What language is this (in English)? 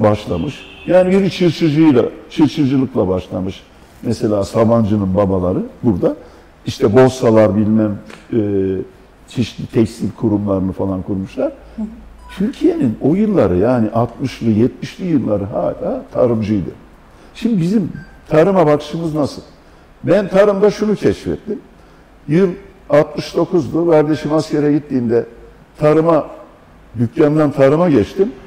Turkish